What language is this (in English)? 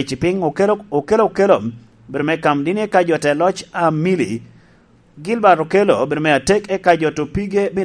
Lango (Uganda)